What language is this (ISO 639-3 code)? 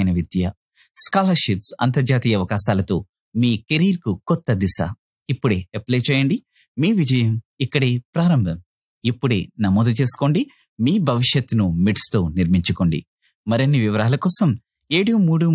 tel